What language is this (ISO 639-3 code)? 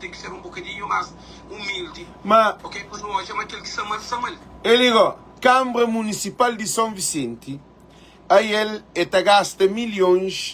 kea